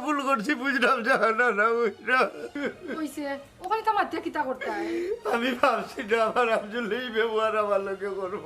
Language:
Sylheti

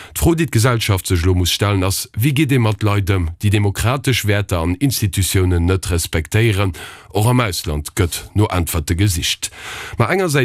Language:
Luxembourgish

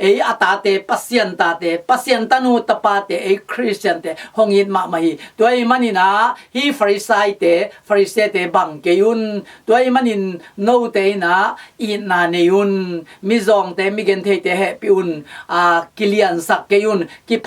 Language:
Tedim Chin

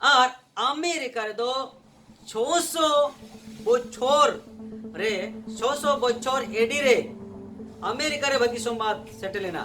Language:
Santali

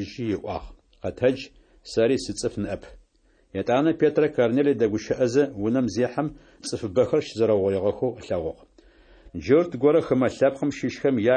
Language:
Adyghe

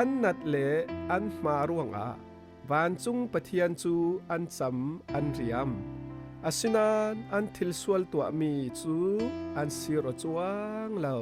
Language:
Falam Chin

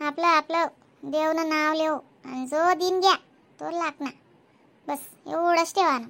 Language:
Khandesi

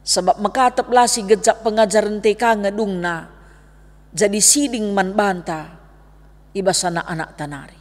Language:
Batak Karo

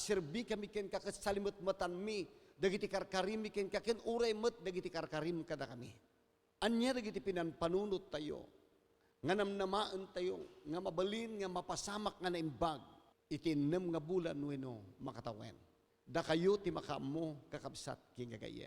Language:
Iloko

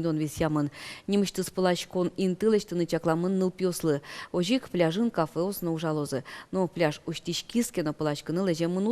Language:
Udmurt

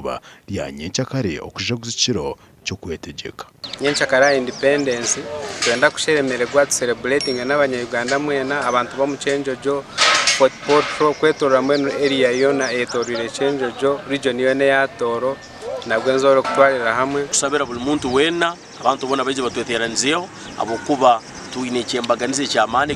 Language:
Nyankole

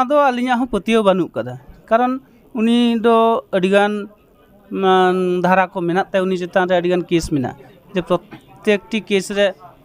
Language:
Santali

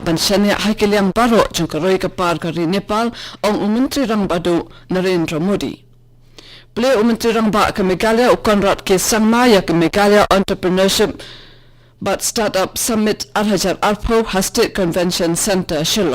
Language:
Khasi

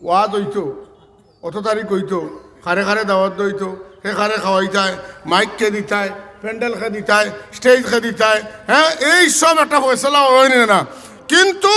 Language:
Sylheti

